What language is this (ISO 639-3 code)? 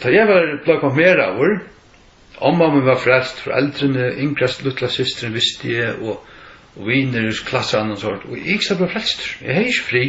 fao